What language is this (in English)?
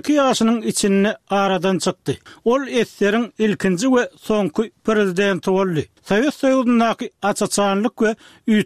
Turkmen